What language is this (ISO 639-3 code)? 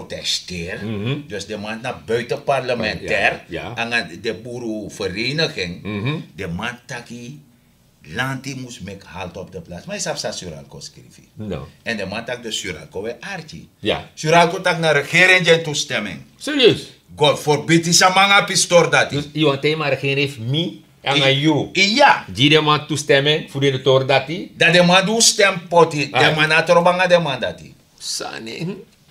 srn